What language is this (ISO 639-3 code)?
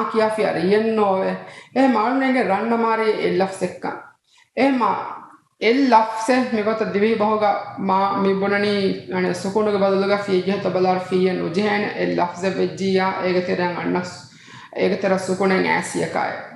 div